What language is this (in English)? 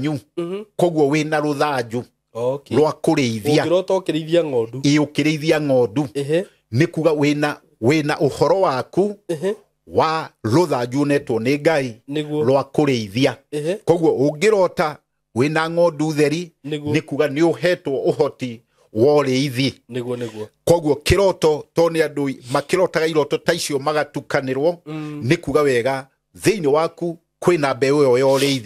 Kikuyu